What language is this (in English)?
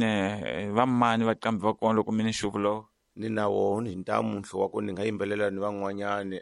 Tsonga